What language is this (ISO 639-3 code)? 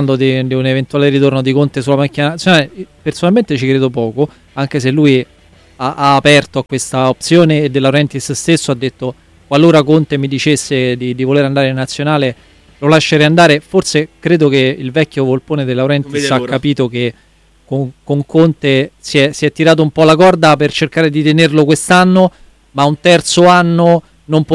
ita